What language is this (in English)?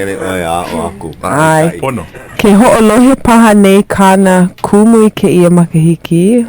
Hawaiian